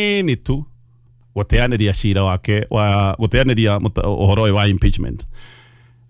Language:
Kikuyu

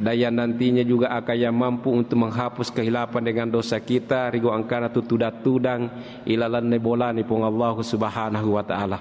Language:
Buginese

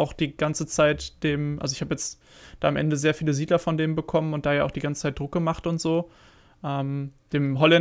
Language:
German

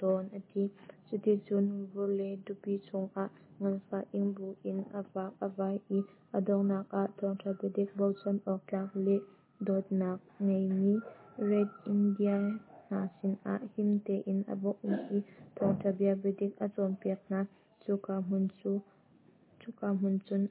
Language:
Hakha Chin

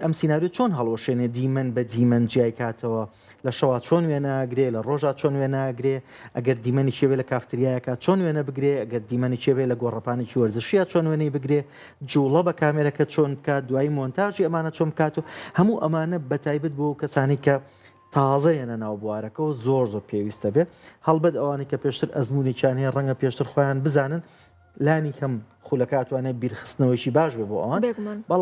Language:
Central Kurdish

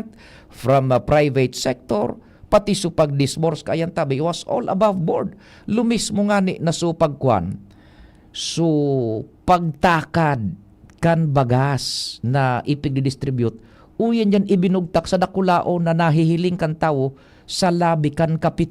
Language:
Bikol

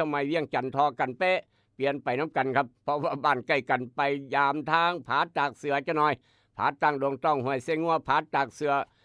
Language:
Northeastern Thai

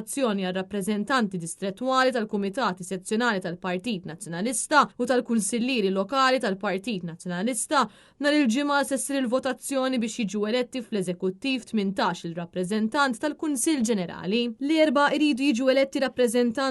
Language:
Maltese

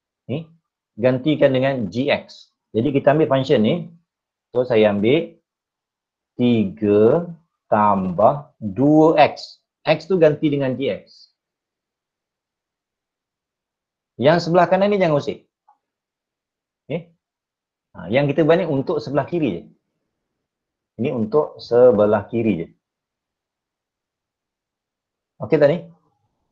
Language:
Malay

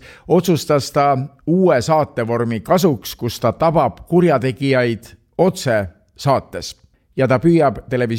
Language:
Estonian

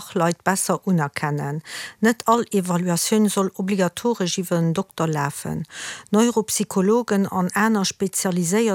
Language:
Luxembourgish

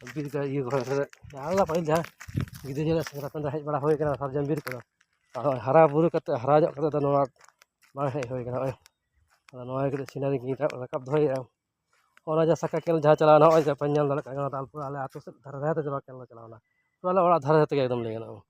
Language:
Santali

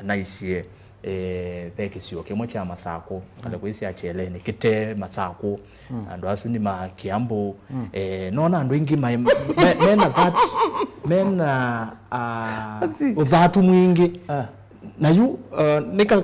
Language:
Kamba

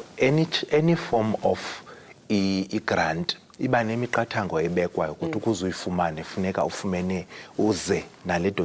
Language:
Zulu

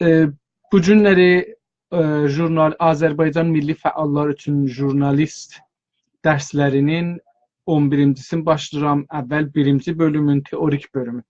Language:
South Azerbaijani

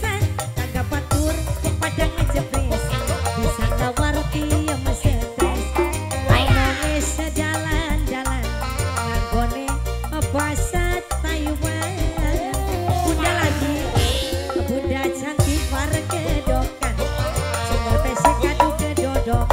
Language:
Indonesian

